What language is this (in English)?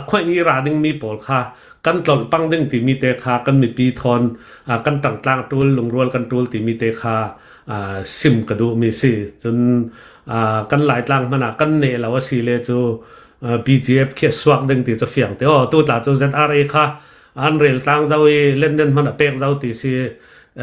Hakha Chin